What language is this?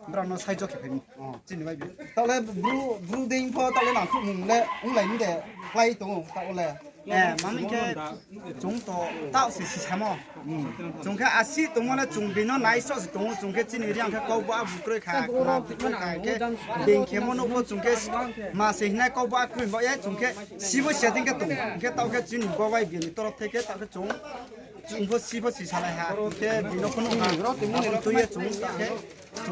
Riang (India)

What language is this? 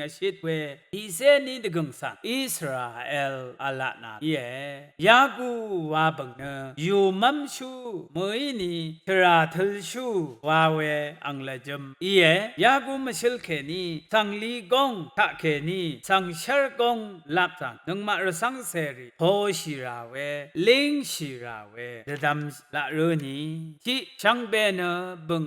Rawang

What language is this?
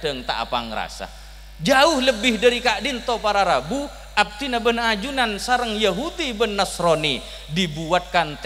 Madurese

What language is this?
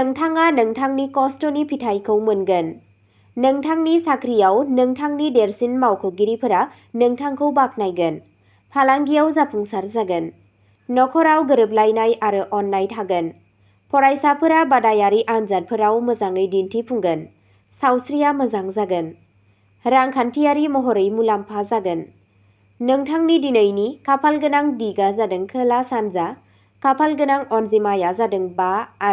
Bodo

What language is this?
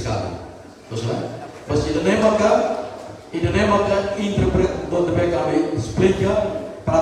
Tetum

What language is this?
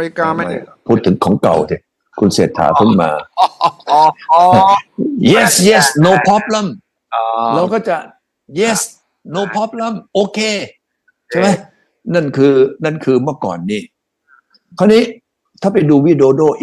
Thai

